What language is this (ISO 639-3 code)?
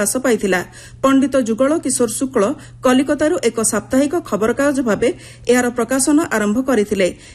ori